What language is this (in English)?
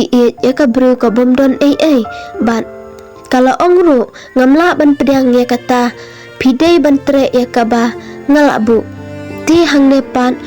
Khasi